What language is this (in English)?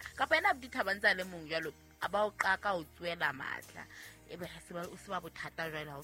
Southern Sotho